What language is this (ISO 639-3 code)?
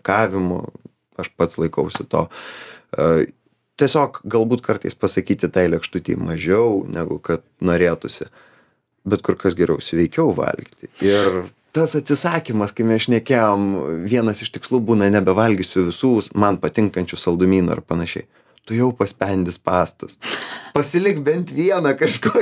lit